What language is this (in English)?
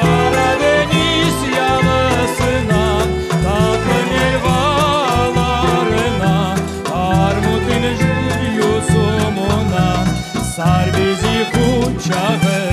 Crimean Tatar